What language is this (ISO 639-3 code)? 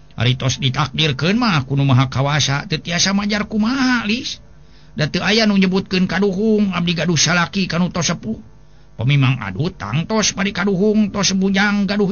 sun